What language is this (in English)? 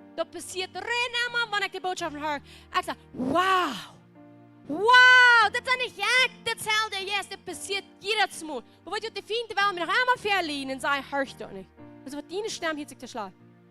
Plautdietsch